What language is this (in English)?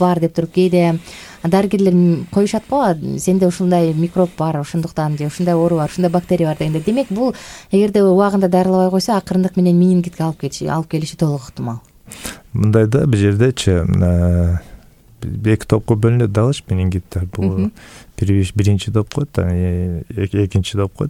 Kyrgyz